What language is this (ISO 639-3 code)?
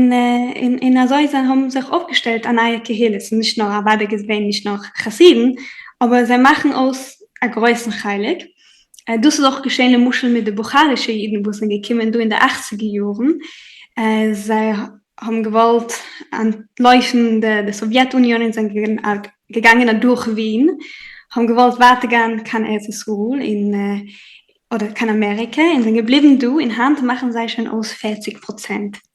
yid